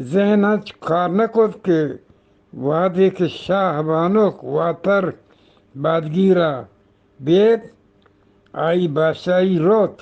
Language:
Eastern Balochi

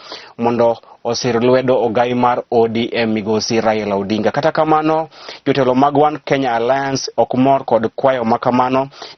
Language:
Luo (Kenya and Tanzania)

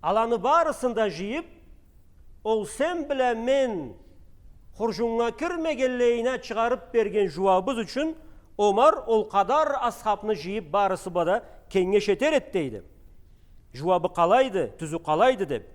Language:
Karachay-Balkar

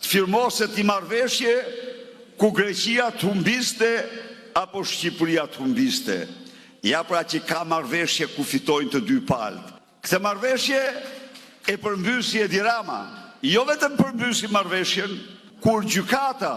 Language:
Albanian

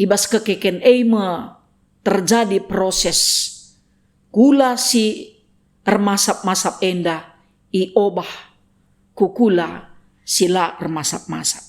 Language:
Batak Karo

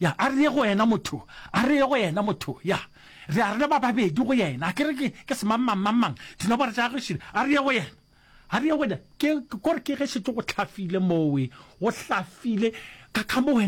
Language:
Northern Sotho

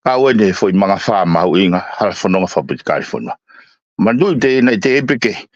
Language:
Tongan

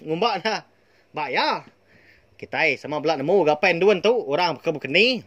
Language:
Iban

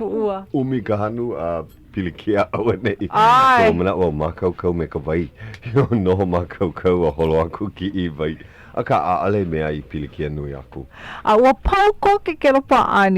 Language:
Hawaiian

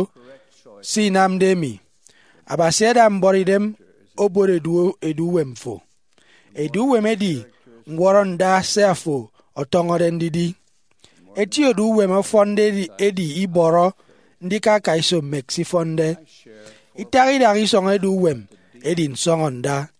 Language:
Efik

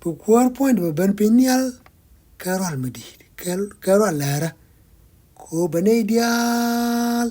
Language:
Nuer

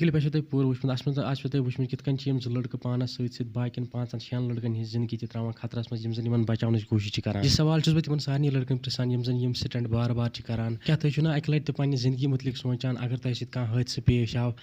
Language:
Kashmiri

